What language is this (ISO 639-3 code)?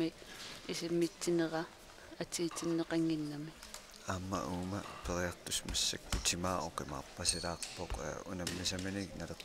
kal